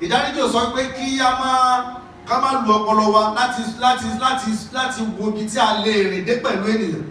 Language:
Yoruba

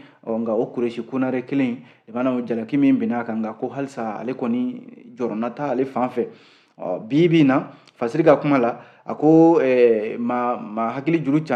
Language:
Bambara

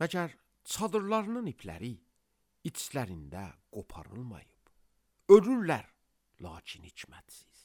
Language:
Azerbaijani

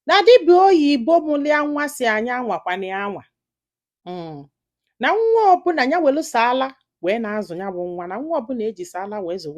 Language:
Igbo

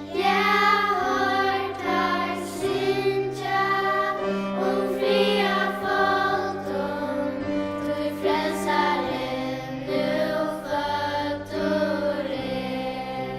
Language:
Faroese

